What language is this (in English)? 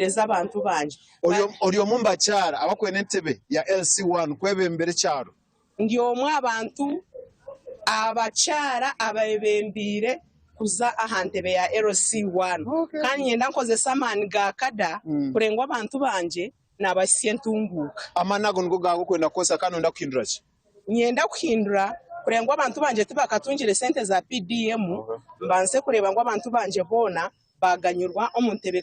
Nyankole